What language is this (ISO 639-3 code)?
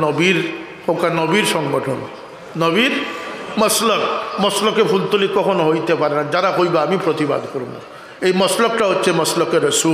syl